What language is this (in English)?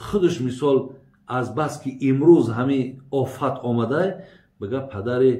Tajik